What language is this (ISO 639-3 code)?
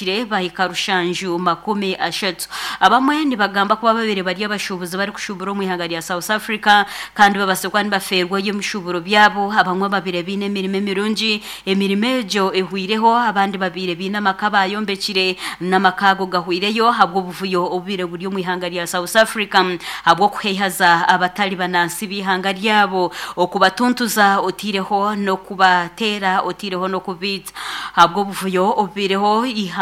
nyn